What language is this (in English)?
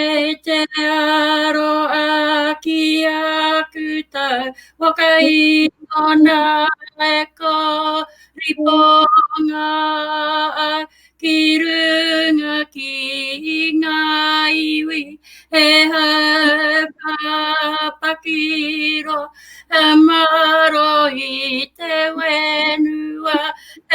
Māori